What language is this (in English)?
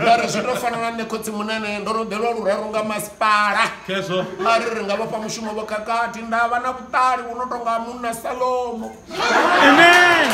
Venda